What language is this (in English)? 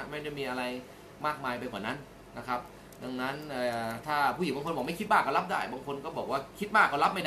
Thai